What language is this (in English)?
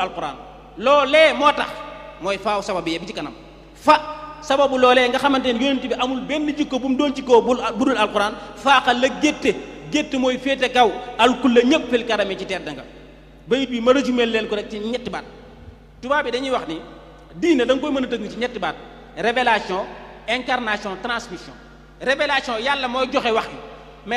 Wolof